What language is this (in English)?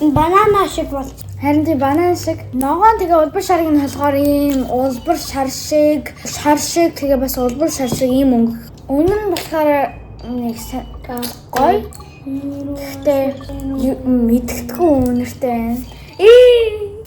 Mongolian